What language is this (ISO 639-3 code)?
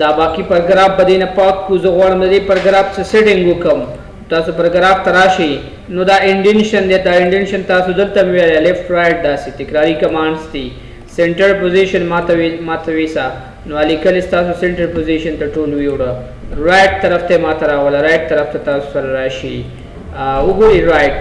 pus